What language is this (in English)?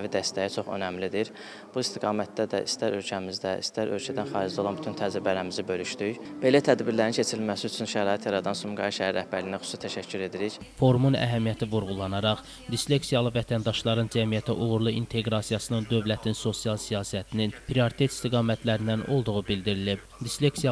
Azerbaijani